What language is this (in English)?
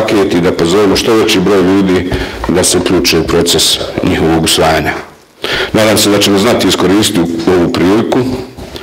Bosnian